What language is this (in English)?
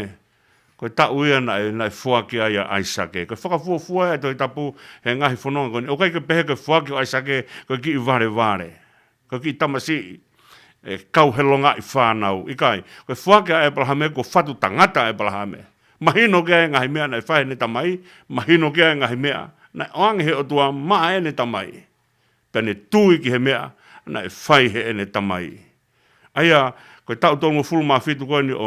Tongan